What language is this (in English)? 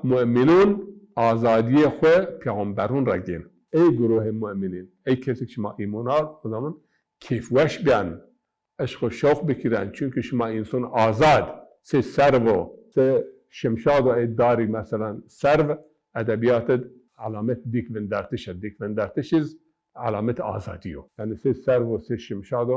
Zaza